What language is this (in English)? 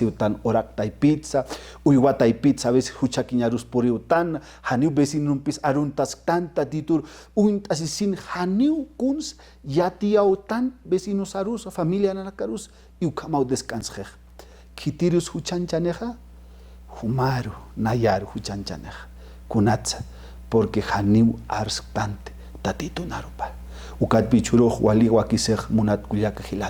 Aymara